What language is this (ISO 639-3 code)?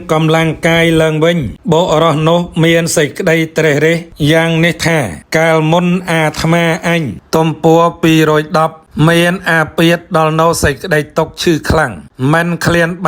khm